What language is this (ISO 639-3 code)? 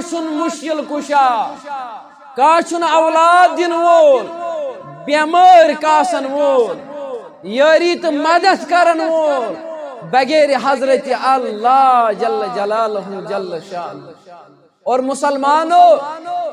kas